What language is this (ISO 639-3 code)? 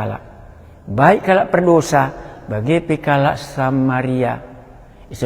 btx